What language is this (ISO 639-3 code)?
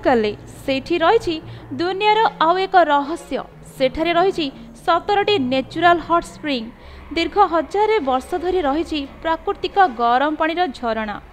ori